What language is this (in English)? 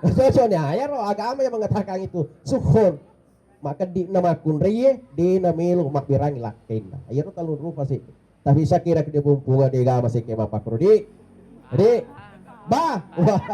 Buginese